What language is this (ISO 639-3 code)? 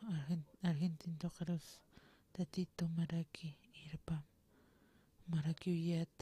aym